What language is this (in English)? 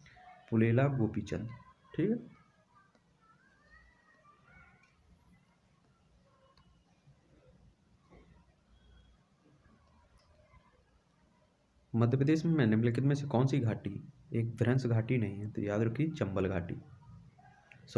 Hindi